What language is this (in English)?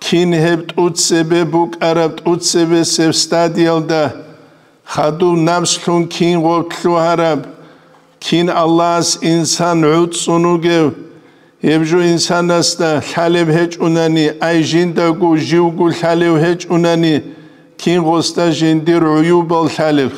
Avaric